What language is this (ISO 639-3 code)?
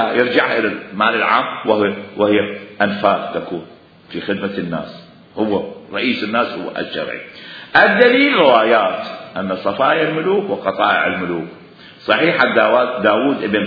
acm